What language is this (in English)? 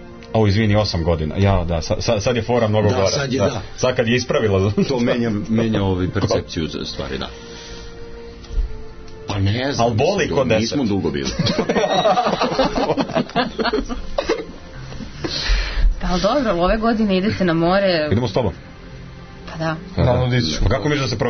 Serbian